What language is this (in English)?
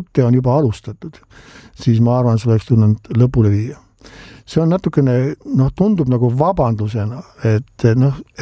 Estonian